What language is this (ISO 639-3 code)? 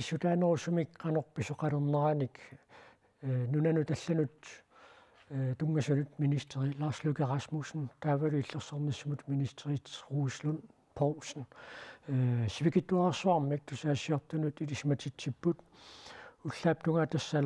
kal